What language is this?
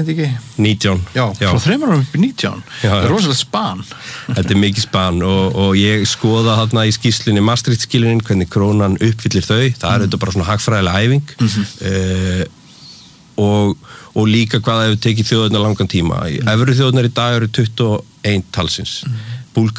Icelandic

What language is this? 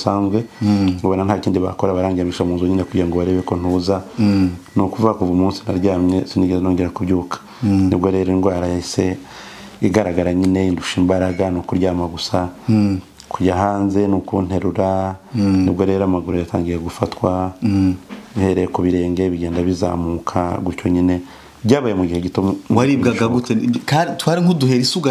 Kinyarwanda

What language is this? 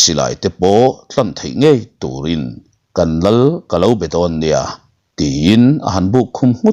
Mizo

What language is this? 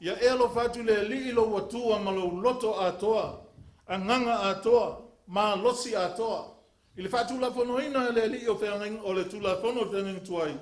Samoan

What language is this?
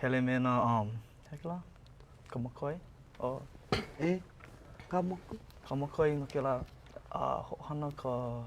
Hawaiian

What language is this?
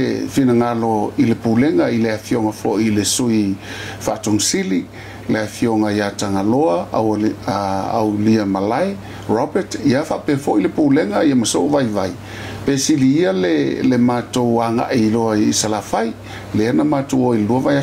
Samoan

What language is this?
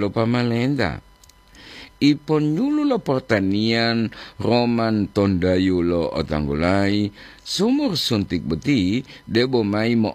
Gorontalo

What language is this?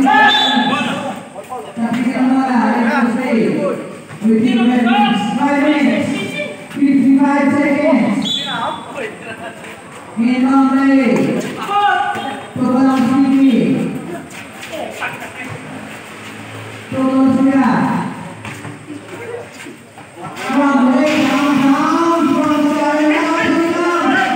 Filipino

